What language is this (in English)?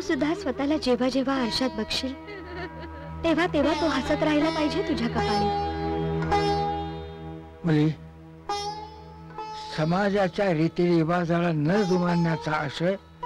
Marathi